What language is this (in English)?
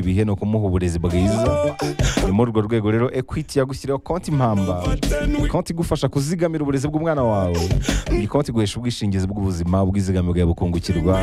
Kinyarwanda